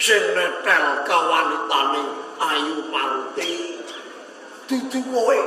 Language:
Javanese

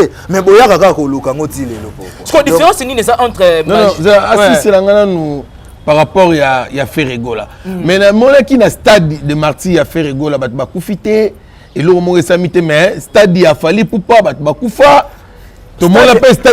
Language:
Lingala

